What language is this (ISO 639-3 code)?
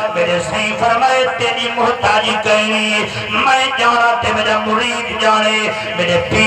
skr